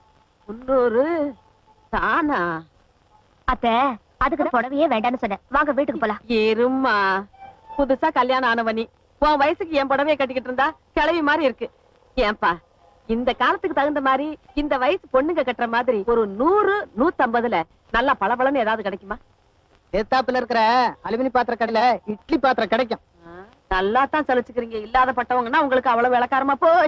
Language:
Tamil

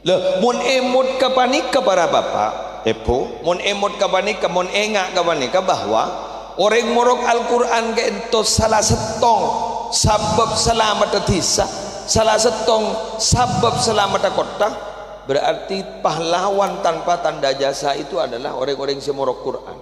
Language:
Madurese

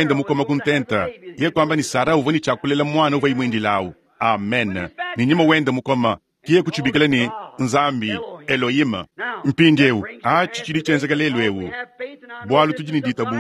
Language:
Luba-Lulua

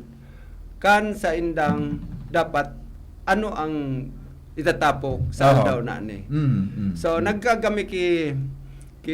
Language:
Bikol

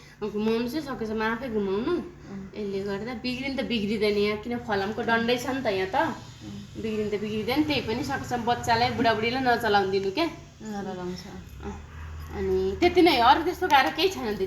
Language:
Nepali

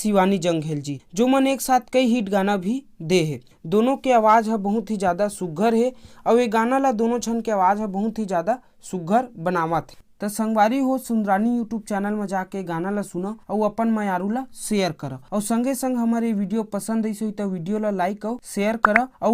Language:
Chhattisgarhi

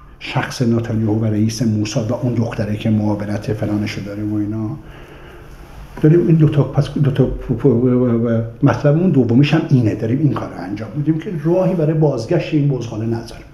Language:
Persian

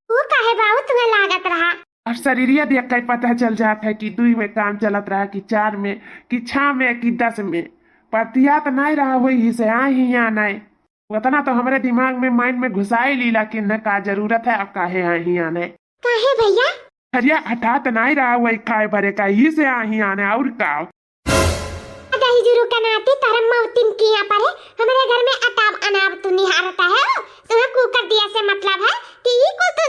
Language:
Awadhi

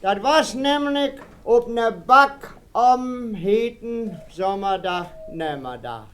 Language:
Westphalien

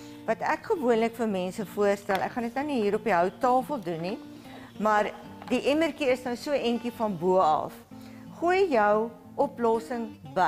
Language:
Afrikaans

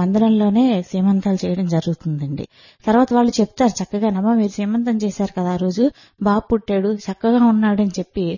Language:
Telugu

